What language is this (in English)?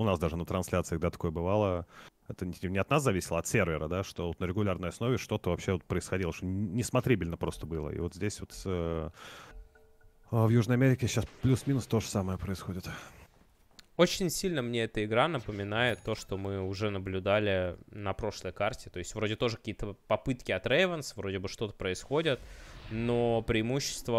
Russian